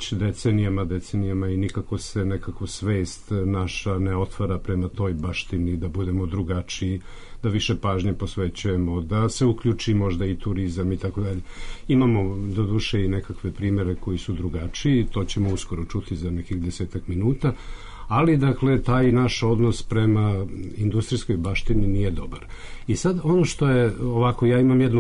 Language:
Serbian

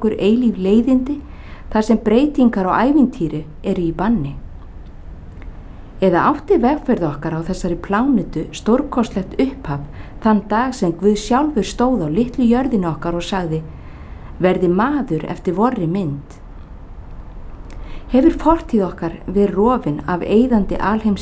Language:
Icelandic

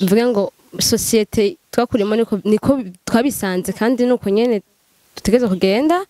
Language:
Rundi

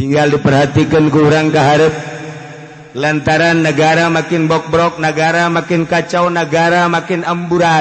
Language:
Sundanese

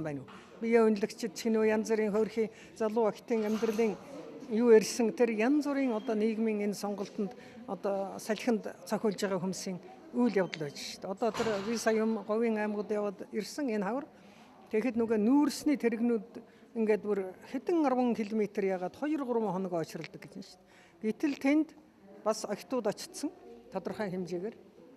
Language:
Mongolian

